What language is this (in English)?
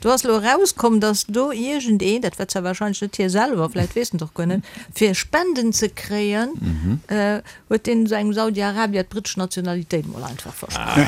Luxembourgish